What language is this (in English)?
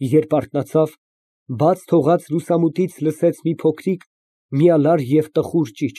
Armenian